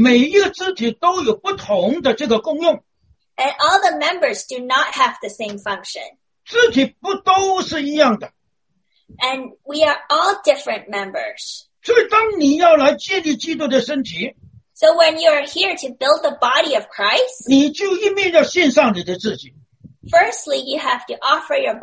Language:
Chinese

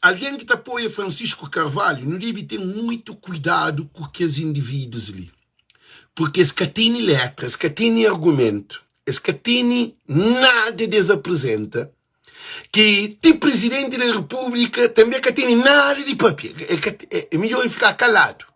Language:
Kabuverdianu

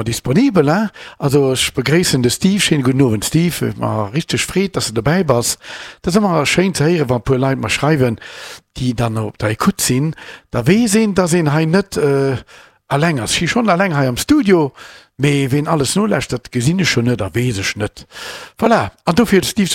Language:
Luxembourgish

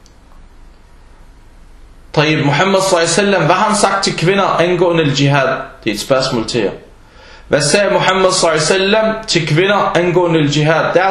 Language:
Danish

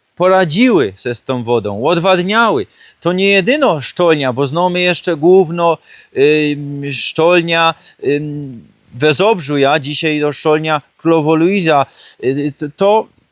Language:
Silesian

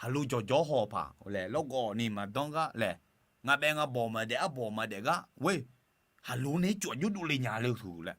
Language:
Akha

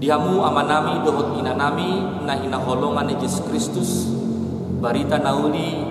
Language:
Batak Toba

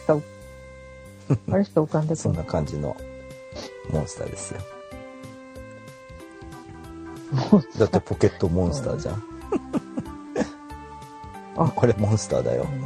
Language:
Japanese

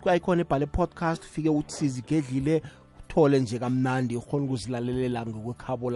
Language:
South Ndebele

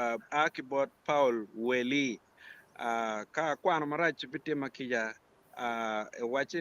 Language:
Acoli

